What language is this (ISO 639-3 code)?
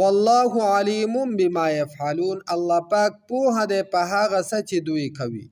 pus